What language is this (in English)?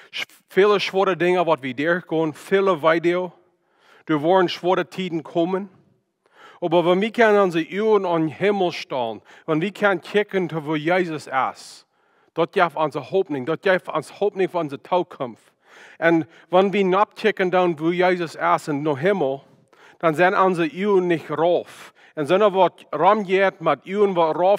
Plautdietsch